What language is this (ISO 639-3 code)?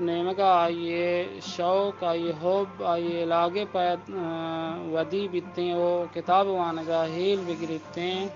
bgp